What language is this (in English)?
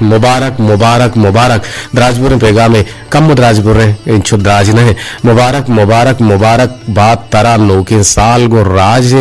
Eastern Balochi